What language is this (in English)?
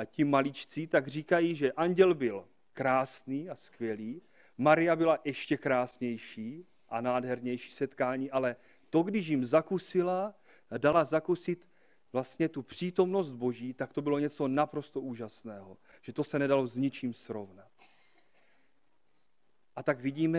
Czech